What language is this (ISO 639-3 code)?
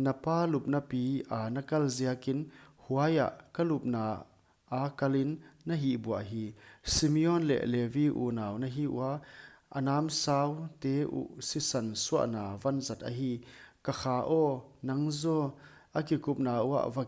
pck